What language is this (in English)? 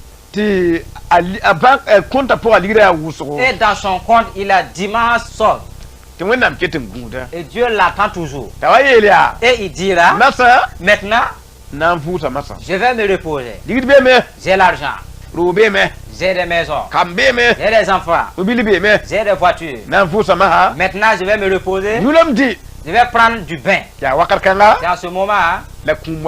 Mossi